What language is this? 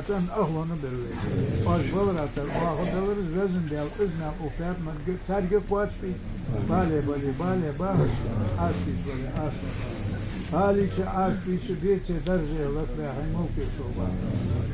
Ingush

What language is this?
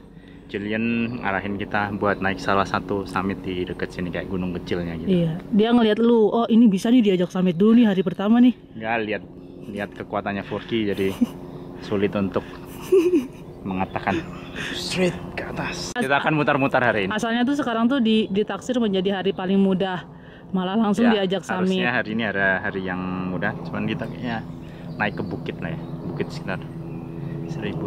Indonesian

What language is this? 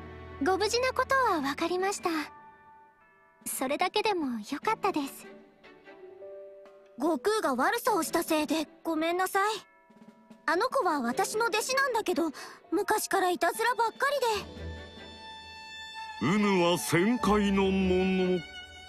Japanese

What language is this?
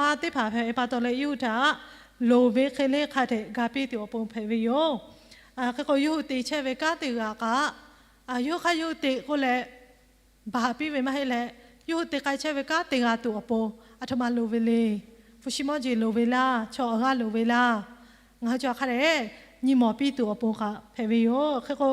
Lahu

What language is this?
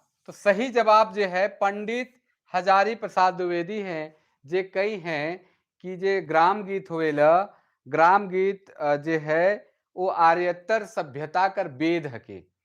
Sadri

